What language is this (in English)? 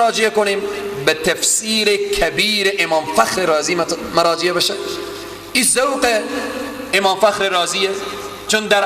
Persian